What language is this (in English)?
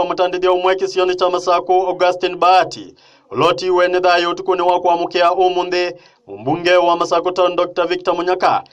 Kamba